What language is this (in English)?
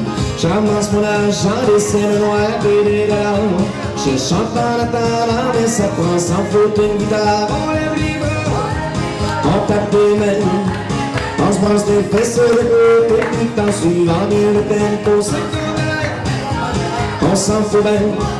French